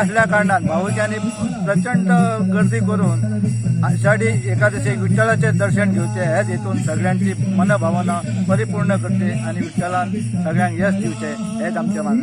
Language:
Konkani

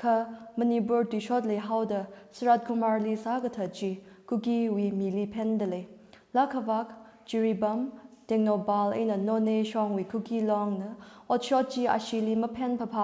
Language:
Tangkhul Naga (India)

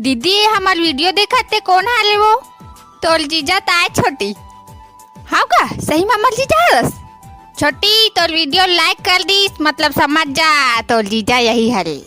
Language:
Chhattisgarhi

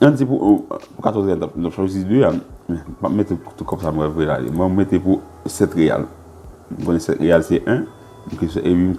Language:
Haitian Creole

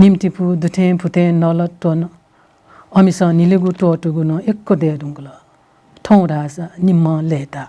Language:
Newari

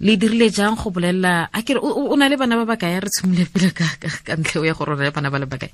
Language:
Tswana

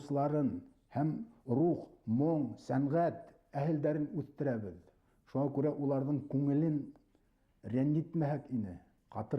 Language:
Bashkir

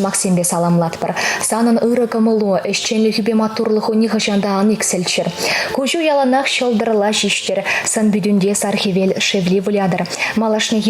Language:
Chuvash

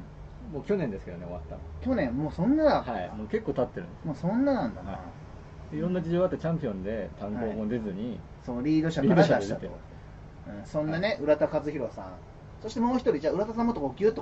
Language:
Japanese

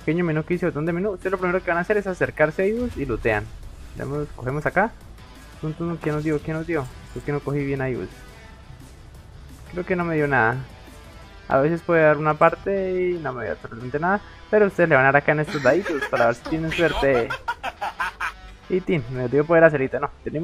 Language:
Spanish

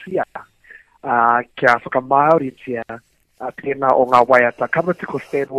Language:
Māori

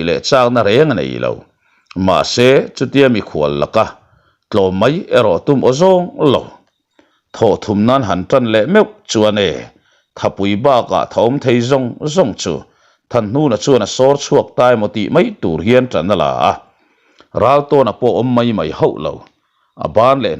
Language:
Mizo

